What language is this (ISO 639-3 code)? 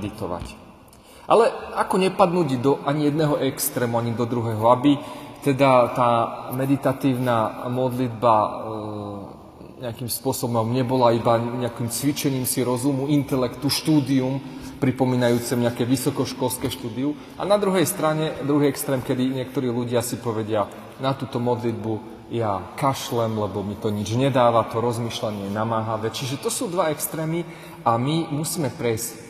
slk